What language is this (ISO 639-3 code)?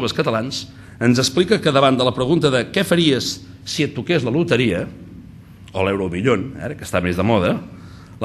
cat